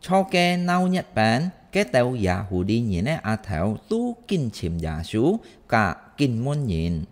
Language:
Hakka Chinese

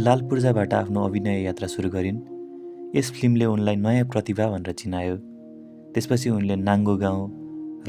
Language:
Nepali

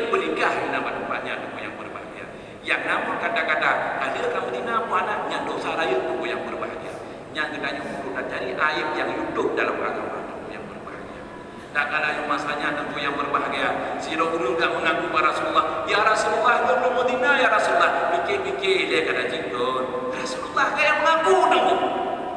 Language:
Achinese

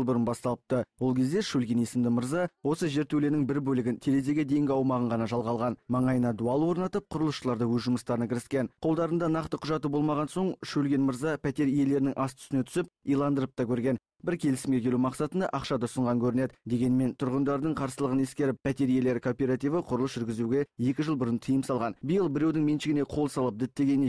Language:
Kazakh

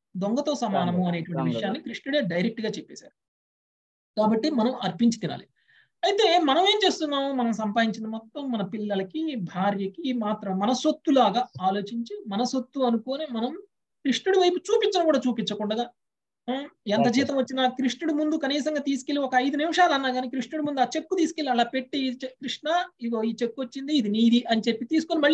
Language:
Telugu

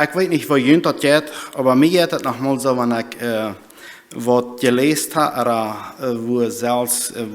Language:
Plautdietsch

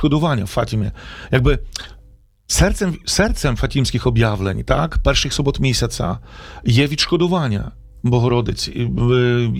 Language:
Ukrainian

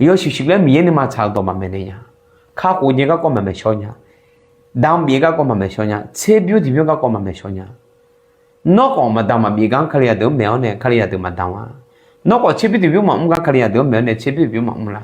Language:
Akha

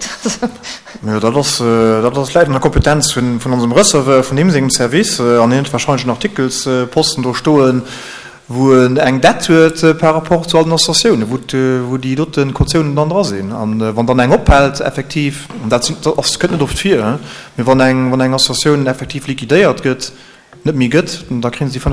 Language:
Luxembourgish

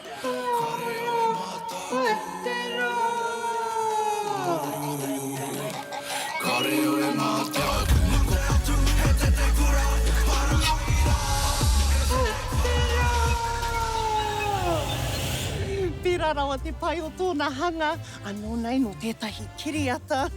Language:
Māori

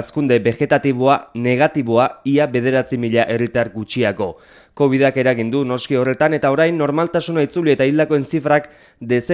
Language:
Basque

